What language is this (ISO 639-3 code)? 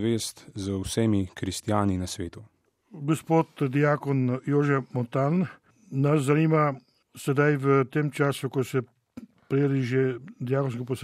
slv